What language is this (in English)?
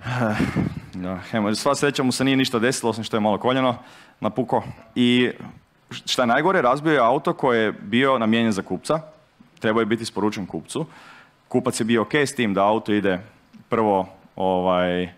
Croatian